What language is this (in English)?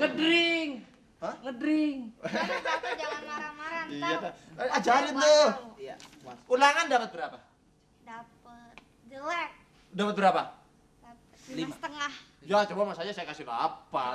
Betawi